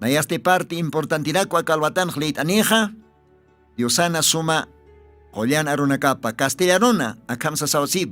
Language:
Aymara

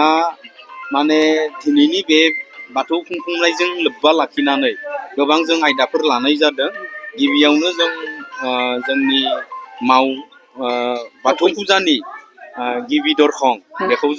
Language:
Bodo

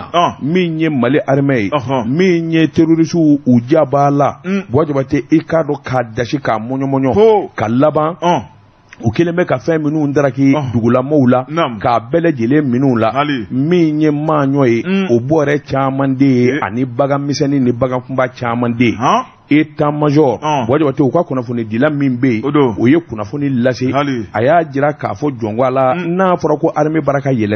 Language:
Bambara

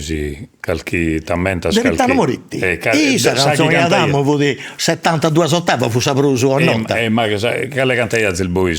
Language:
Sardinian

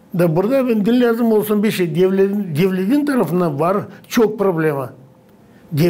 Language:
Gagauz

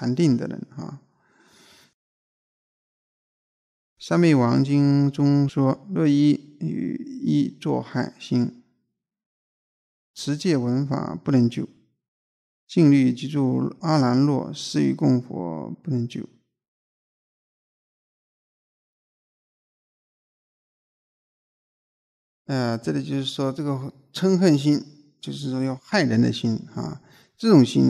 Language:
Chinese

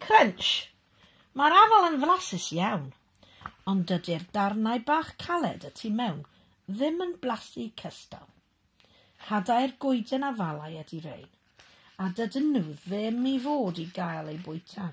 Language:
Welsh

